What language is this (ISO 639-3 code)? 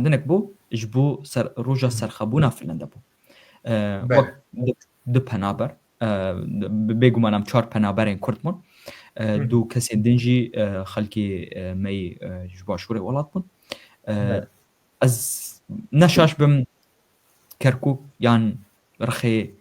kur